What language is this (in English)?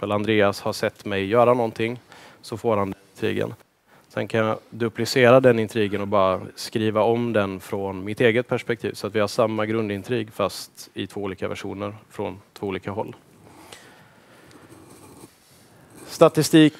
Swedish